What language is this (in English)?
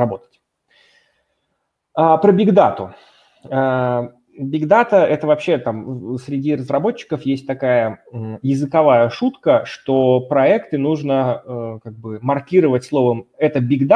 Russian